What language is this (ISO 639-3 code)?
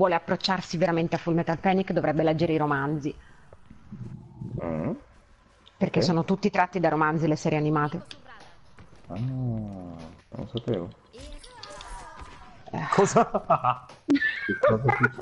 ita